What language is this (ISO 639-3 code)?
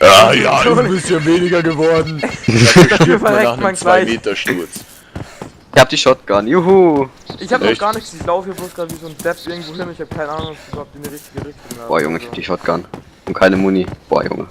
bar